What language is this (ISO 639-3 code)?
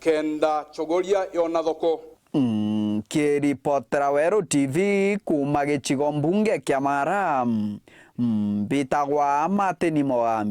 mer